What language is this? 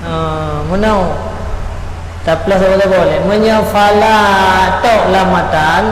Achinese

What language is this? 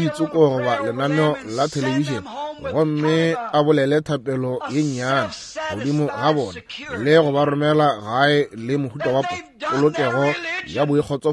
Northern Sotho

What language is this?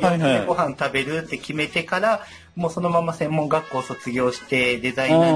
Japanese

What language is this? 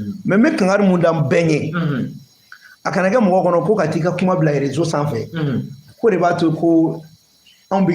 Bambara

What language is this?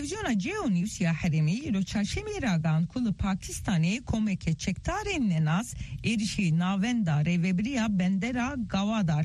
Kurdish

